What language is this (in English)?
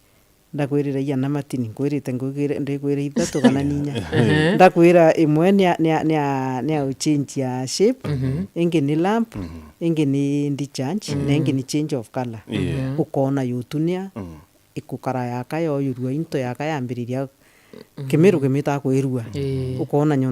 Meru